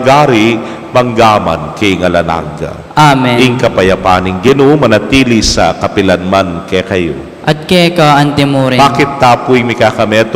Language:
Pampanga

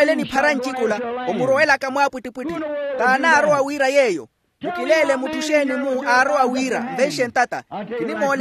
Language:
Makhuwa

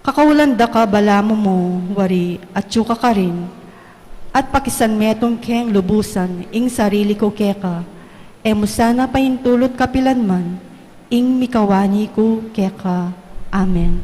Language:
Pampanga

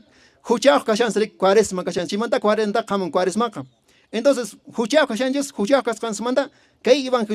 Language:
Quechua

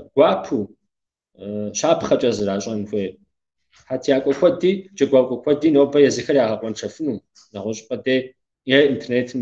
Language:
Kabardian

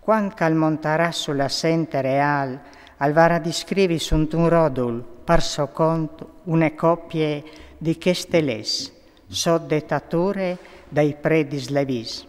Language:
Friulian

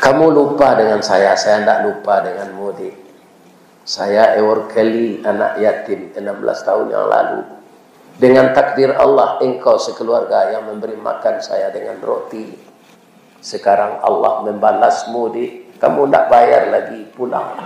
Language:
Minangkabau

